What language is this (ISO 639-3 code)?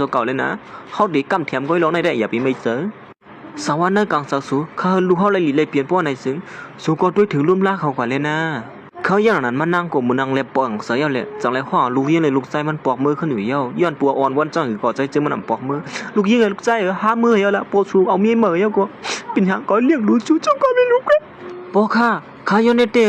shn